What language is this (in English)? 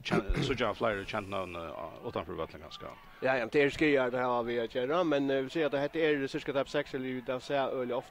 Faroese